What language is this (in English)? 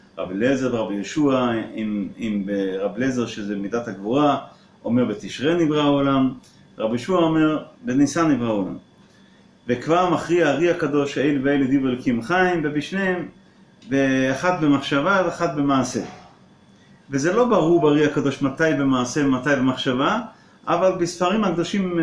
Hebrew